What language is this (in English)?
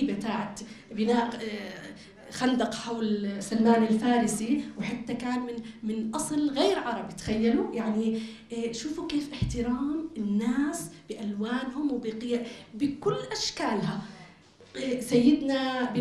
North Levantine Arabic